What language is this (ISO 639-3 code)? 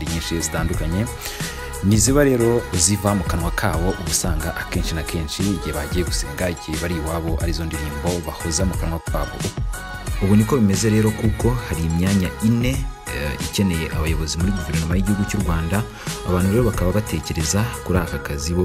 kin